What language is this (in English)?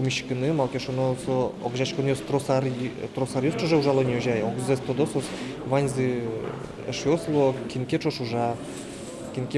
Udmurt